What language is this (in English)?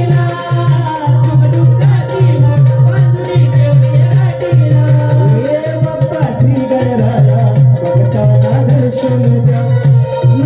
Marathi